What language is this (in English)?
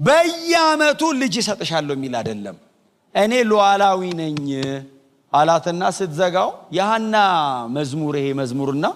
Amharic